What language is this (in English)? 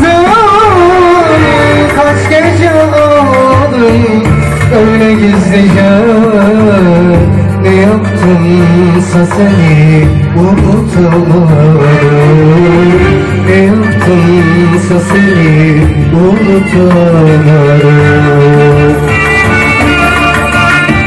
Turkish